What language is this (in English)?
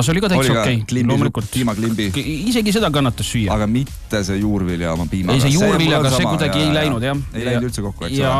Estonian